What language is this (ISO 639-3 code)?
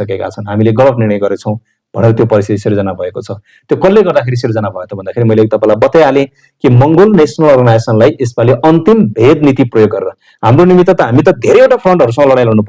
nep